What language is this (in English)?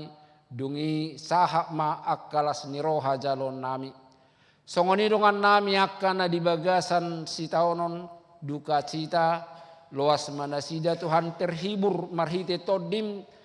Batak Toba